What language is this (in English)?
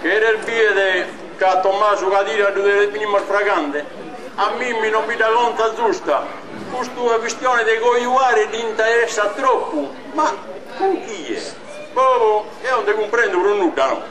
Sardinian